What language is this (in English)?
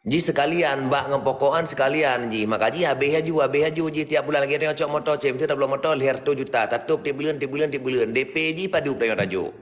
Achinese